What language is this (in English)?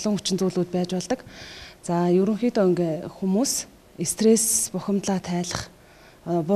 Mongolian